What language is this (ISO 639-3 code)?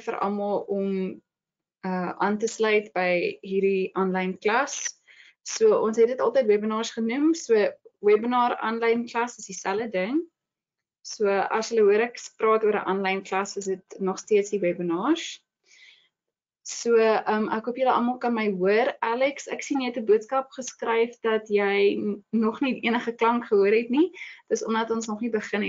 afr